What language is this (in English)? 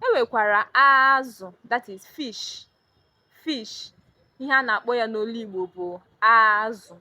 Igbo